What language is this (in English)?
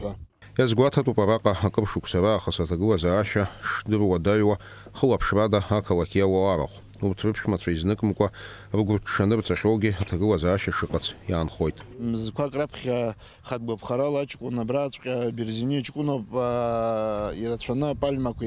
Abkhazian